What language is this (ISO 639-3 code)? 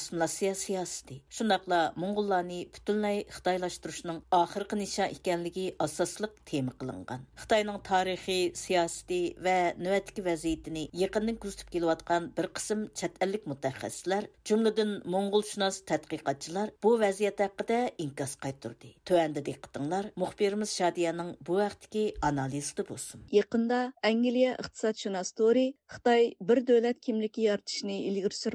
uig